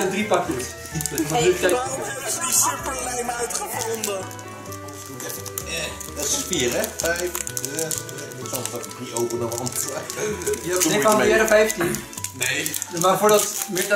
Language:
Dutch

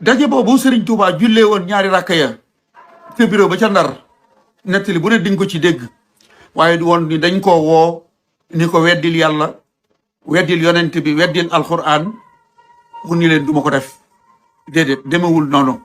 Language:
Wolof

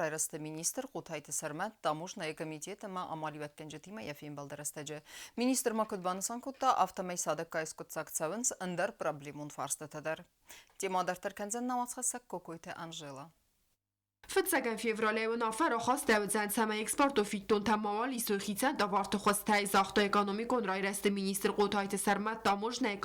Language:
Ossetic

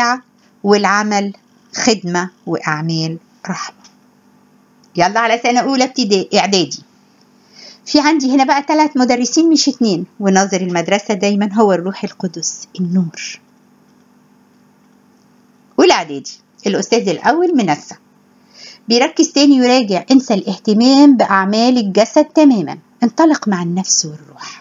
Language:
Egyptian Arabic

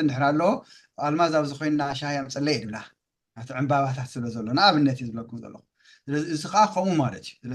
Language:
Tigrinya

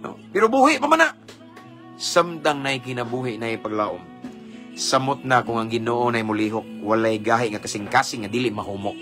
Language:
Cebuano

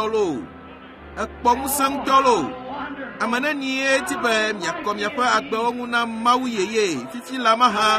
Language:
Ewe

